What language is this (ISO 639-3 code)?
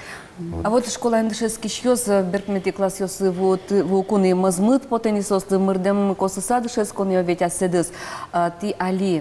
udm